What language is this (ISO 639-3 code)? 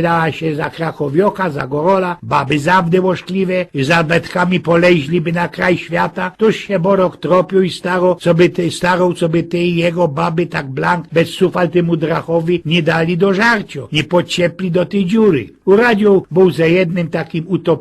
szl